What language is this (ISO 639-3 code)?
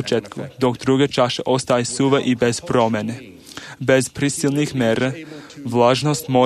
srp